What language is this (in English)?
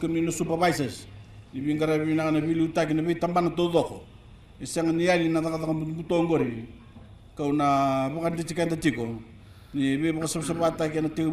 Fijian